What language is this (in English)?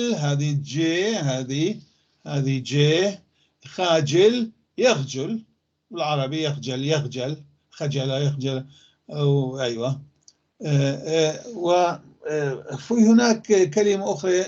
North Levantine Arabic